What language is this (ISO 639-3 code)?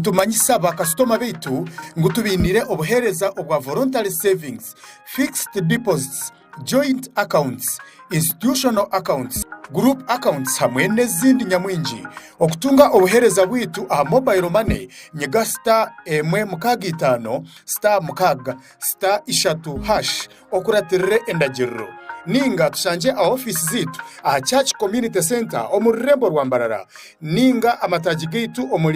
nyn